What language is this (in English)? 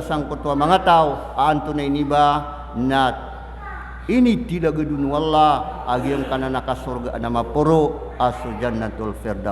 Maranao